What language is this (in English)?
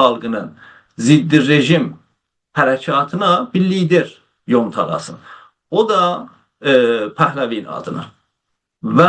South Azerbaijani